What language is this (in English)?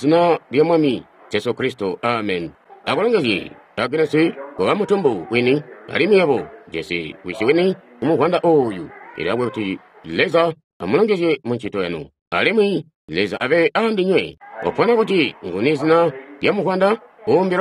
Tonga (Zambia)